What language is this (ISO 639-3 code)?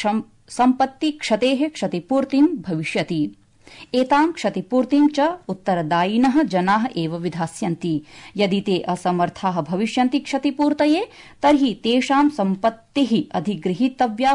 san